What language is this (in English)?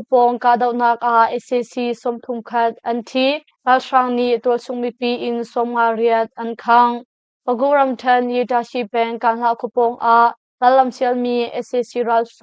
Hakha Chin